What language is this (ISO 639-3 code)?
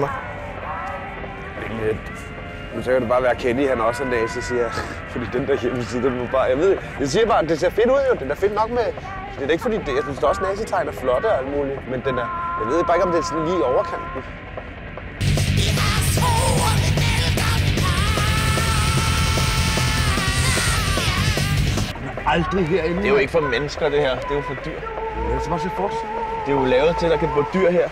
dan